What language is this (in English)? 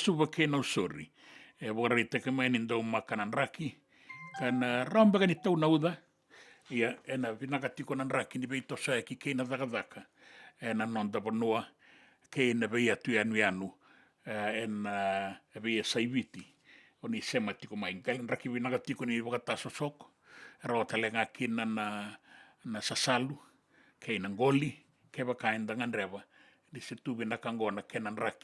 Fijian